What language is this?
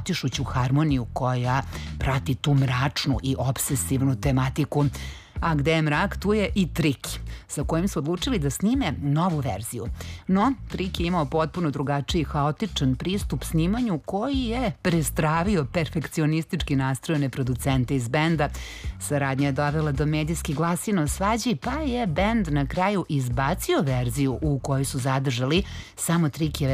Serbian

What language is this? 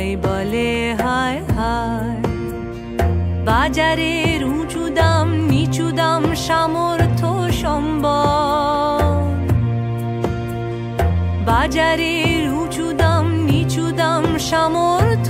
Bangla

